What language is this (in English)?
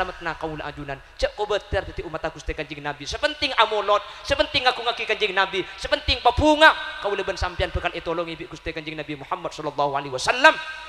Madurese